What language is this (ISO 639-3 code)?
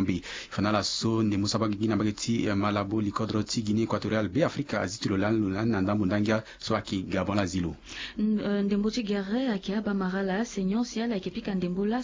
sag